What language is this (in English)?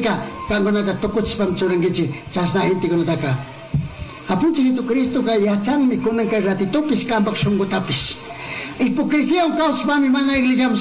Chimborazo Highland Quichua